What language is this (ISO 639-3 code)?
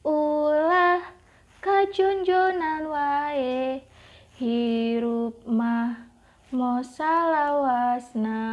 sun